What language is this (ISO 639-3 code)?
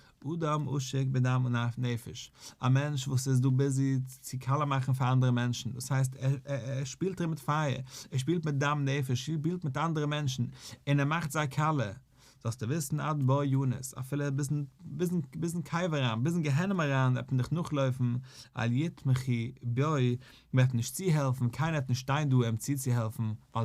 yid